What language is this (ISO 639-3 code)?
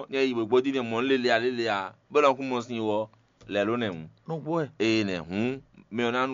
fon